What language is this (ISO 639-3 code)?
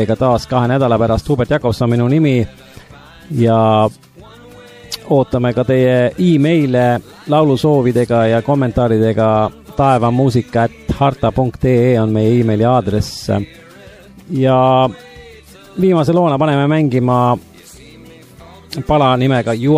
est